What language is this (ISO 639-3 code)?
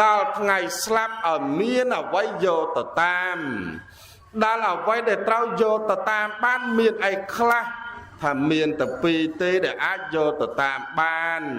khm